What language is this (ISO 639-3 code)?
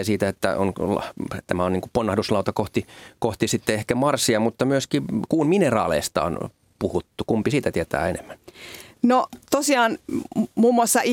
fin